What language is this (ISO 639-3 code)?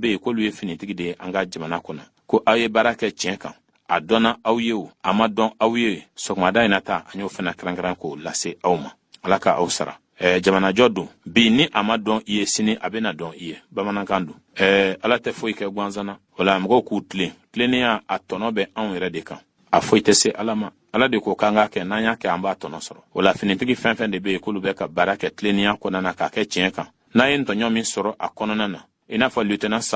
bam